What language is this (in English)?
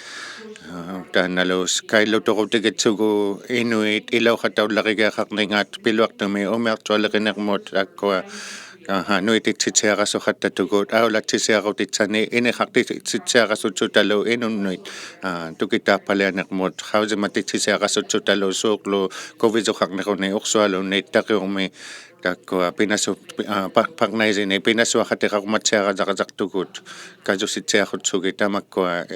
Inuktitut